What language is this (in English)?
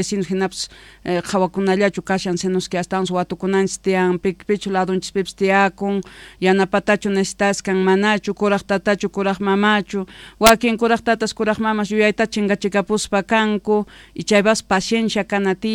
South Bolivian Quechua